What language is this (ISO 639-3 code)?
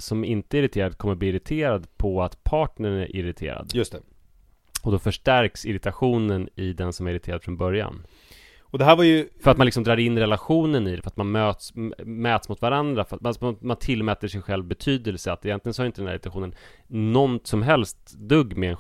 swe